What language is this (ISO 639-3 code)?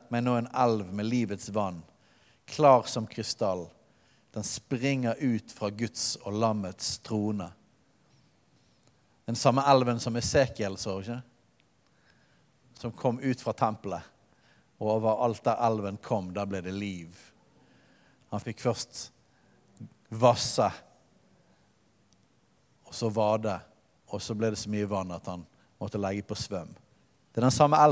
nor